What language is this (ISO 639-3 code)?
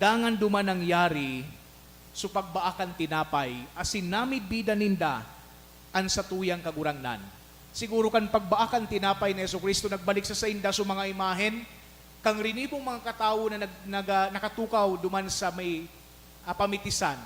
bik